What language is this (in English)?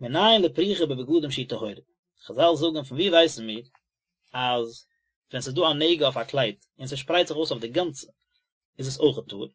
Yiddish